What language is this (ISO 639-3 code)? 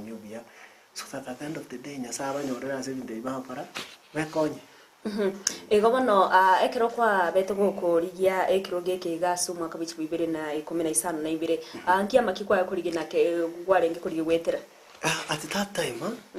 guz